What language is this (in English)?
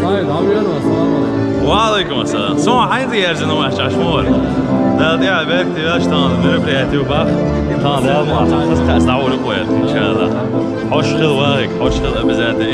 Chechen